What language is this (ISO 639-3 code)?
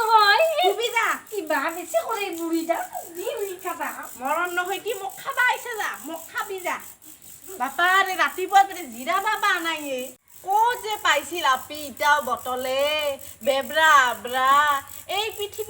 asm